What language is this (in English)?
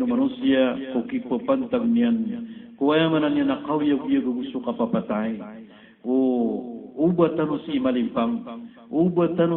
Maranao